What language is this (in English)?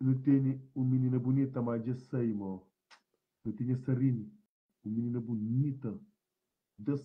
Kabuverdianu